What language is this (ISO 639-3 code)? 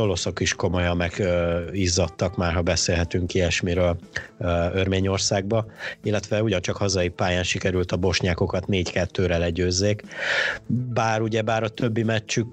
hun